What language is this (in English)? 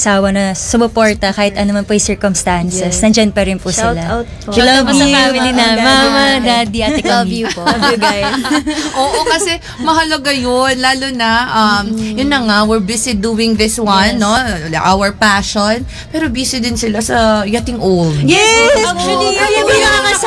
Filipino